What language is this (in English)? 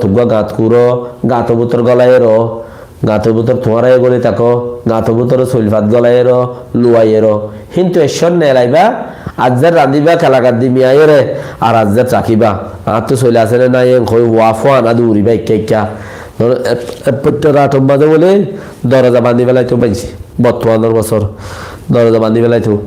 Rohingya